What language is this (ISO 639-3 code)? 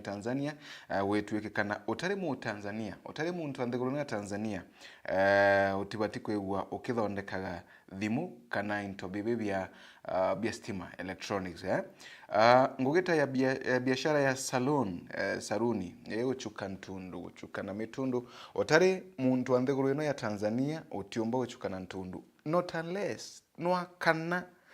mer